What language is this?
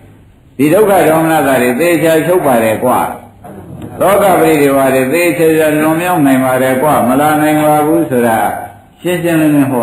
Burmese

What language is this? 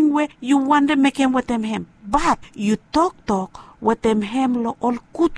Bislama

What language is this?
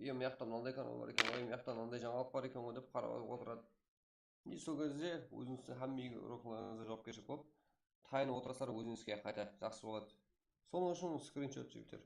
Kara-Kalpak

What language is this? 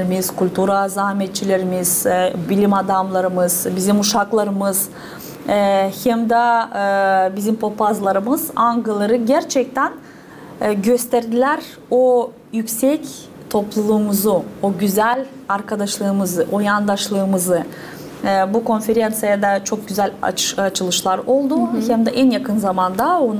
Gagauz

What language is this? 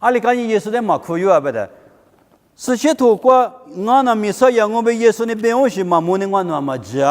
Lisu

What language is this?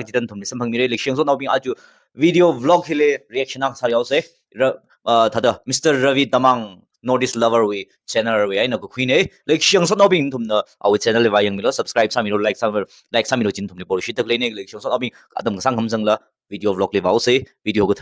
Tangkhul Naga (India)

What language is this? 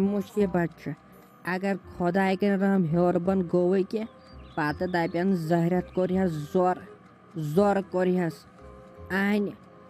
Kashmiri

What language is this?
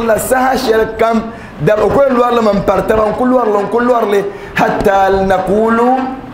Dagbani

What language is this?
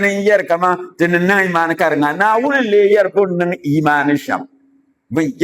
Dagbani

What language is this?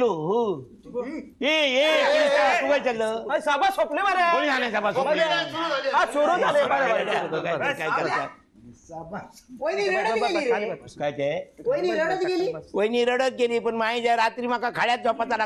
Marathi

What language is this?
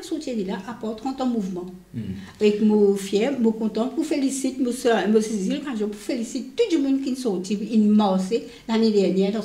Morisyen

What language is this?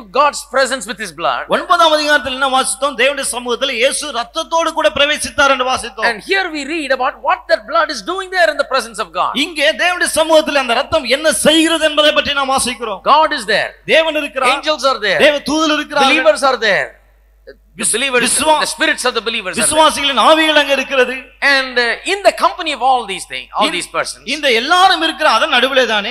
Tamil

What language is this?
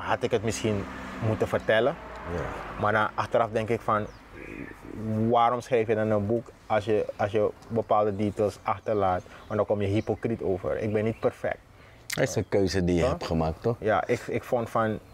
Dutch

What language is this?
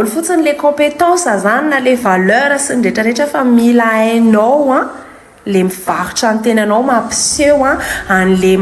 Malagasy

